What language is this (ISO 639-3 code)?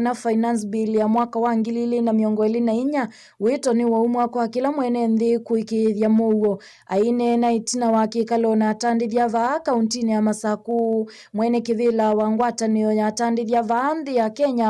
kam